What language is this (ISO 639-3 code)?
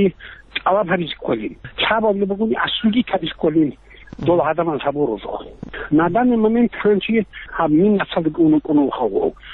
ava